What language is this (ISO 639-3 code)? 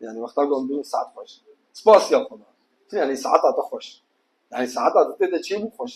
kur